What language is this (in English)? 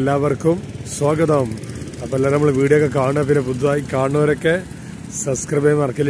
Malayalam